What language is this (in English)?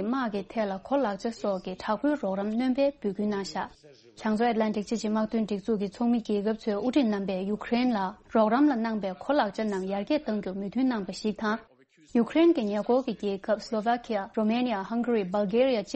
Tibetan